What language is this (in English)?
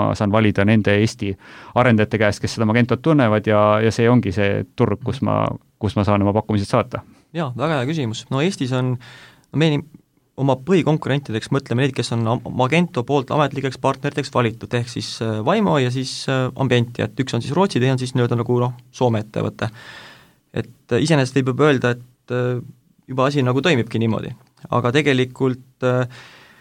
Estonian